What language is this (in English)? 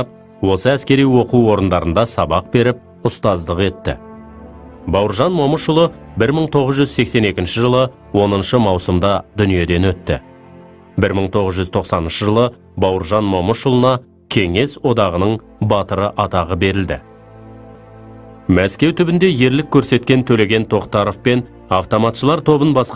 Kazakh